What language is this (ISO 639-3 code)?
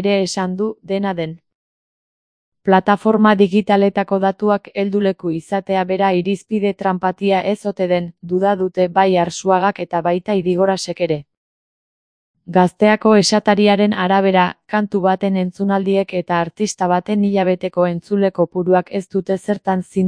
eus